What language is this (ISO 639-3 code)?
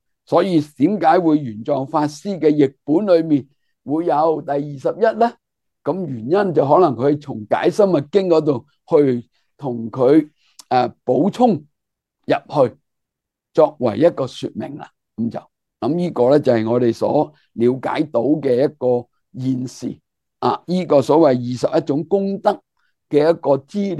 yue